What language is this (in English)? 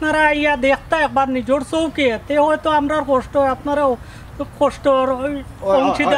Sylheti